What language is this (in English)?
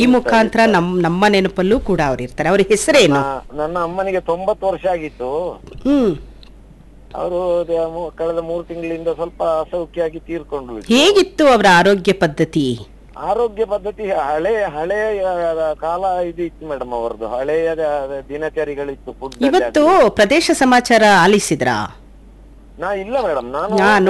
Kannada